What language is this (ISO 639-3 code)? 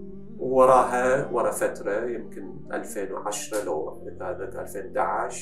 acm